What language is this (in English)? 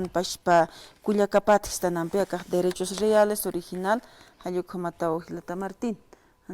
Aymara